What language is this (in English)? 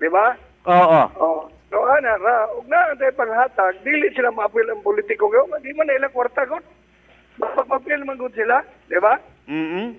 Cebuano